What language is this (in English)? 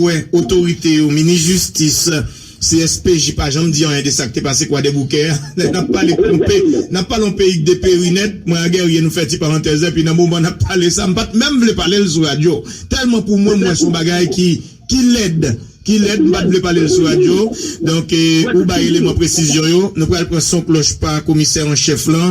Haitian Creole